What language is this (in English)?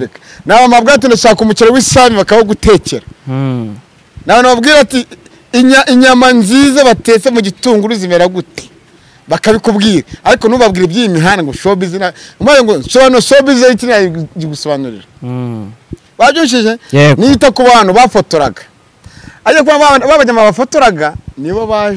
Kinyarwanda